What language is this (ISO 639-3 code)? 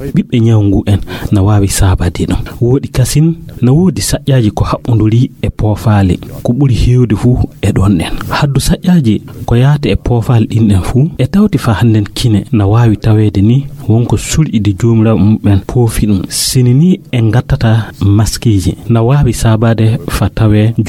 ful